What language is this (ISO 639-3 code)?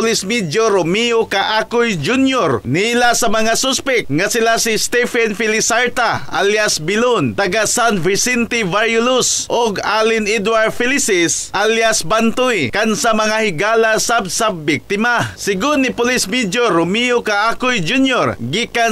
ceb